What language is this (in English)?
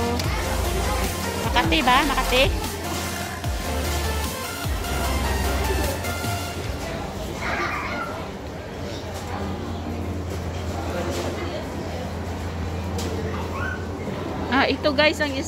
Filipino